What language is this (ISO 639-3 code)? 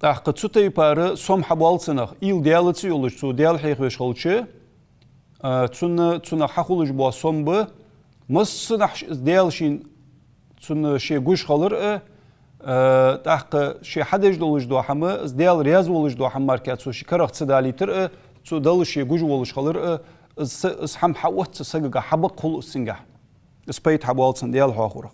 inh